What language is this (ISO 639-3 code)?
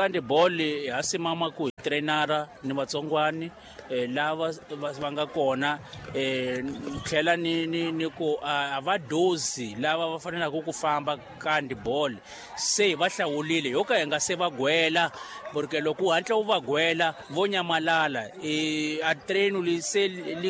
tso